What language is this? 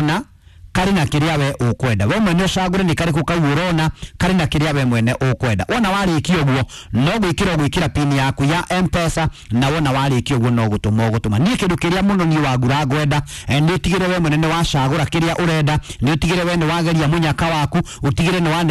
Kikuyu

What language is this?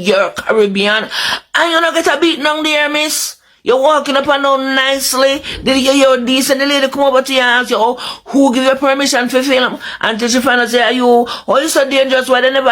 Jamaican Creole English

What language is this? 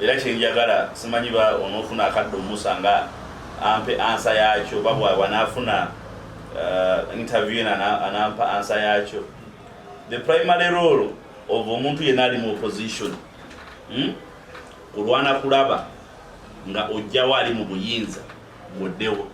Ganda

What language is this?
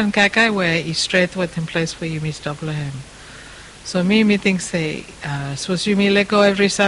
Bislama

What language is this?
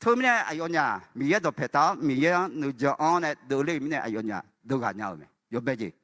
Akha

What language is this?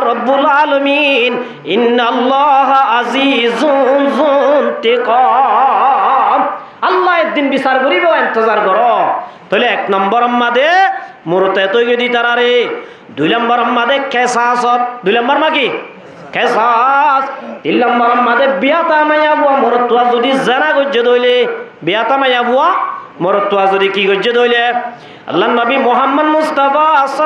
Rohingya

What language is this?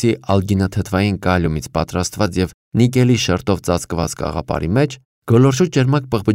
Armenian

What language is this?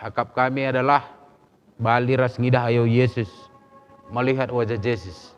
Batak Karo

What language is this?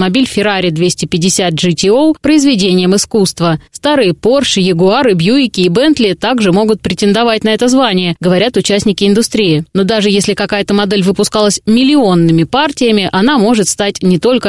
Russian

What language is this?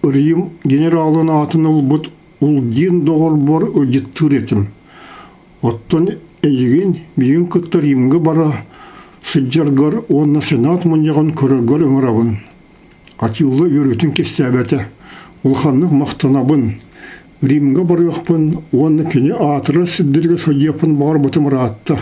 Yakut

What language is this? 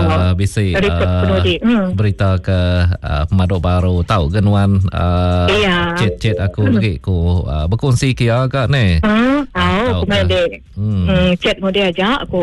Iban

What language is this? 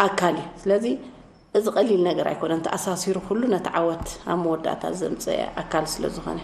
Tigrinya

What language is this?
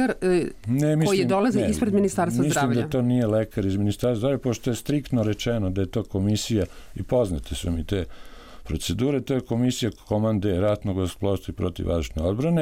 Serbian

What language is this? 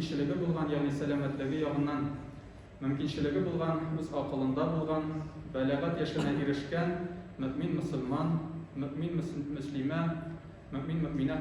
Tatar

